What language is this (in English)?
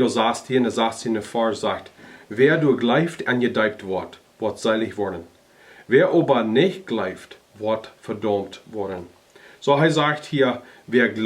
Plautdietsch